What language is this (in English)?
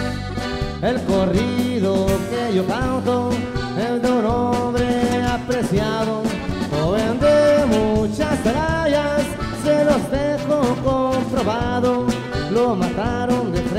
Spanish